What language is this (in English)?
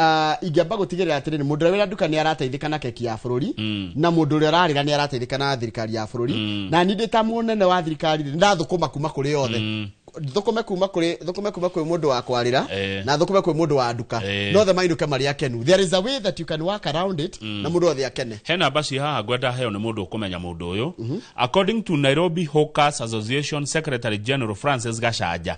Kikuyu